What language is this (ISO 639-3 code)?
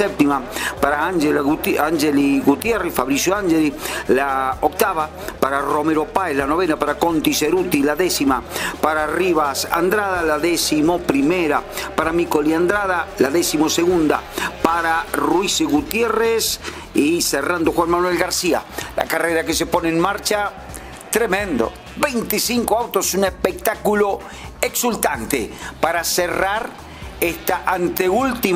spa